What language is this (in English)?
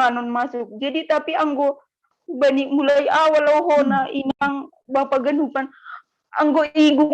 Batak Simalungun